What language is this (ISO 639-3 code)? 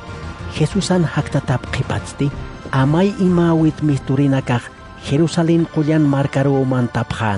aym